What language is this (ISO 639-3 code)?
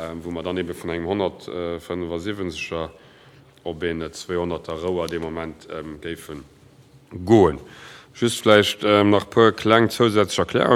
ltz